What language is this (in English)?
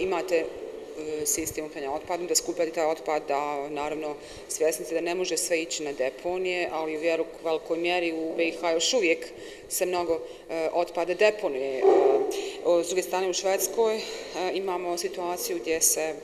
Bosnian